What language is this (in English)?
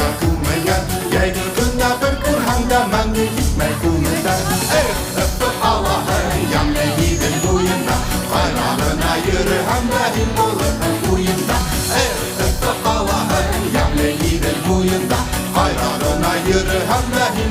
Bashkir